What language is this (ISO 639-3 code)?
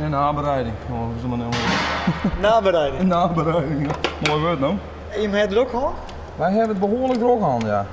fry